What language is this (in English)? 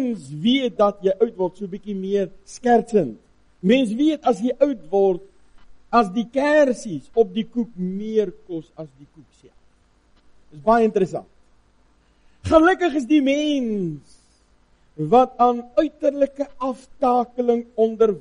Afrikaans